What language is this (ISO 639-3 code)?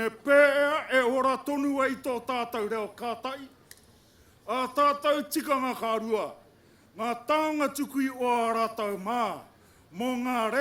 mri